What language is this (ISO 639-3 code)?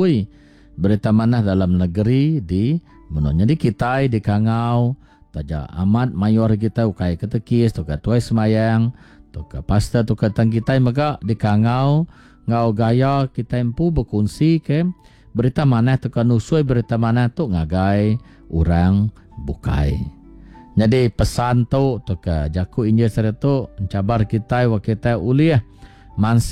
iba